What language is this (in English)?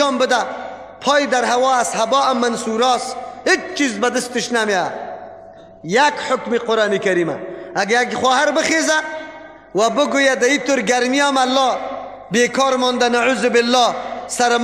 Persian